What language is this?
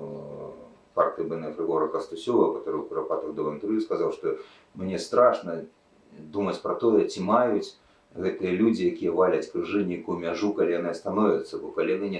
Belarusian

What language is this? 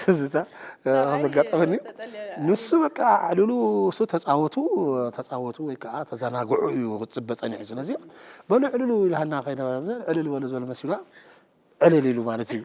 Tigrinya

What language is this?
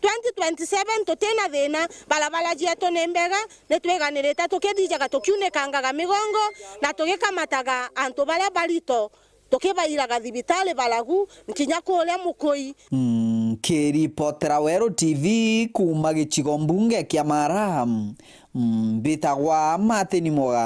Meru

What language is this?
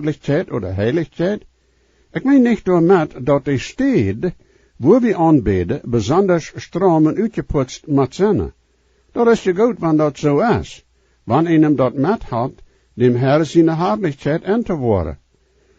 Plautdietsch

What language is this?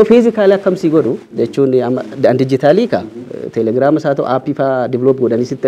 Oromo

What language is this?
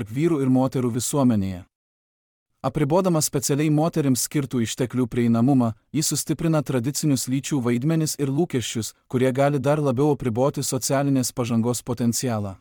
Lithuanian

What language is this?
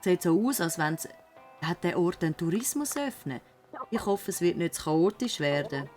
Swiss German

